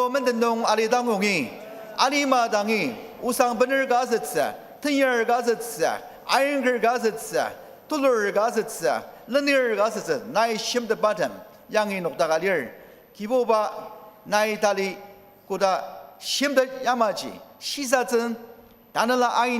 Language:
Ao Naga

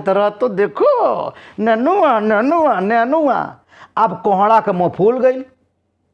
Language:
Bhojpuri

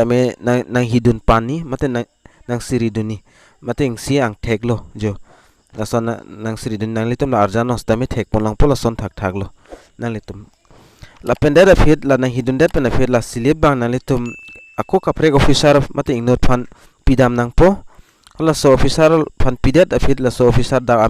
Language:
Karbi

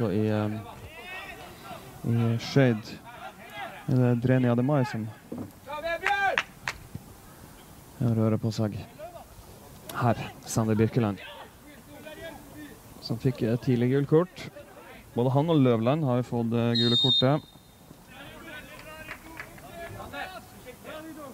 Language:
Norwegian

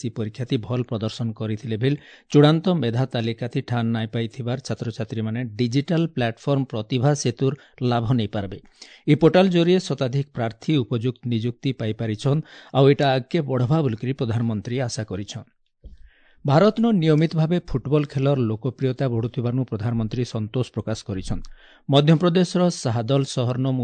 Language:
Odia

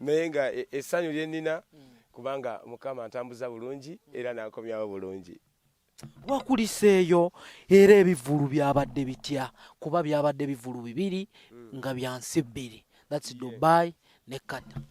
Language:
Ganda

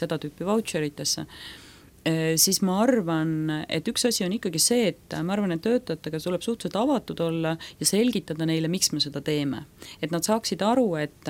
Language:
Estonian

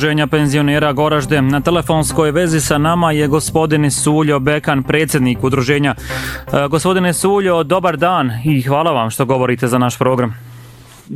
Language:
Bosnian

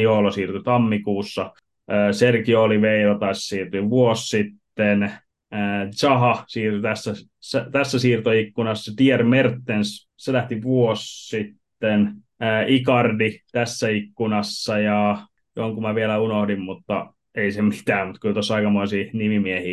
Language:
Finnish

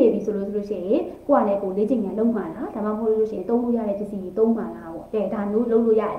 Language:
Burmese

